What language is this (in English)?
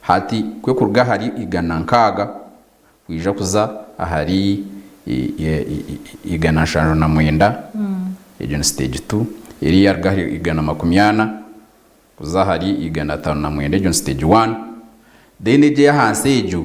Nyankole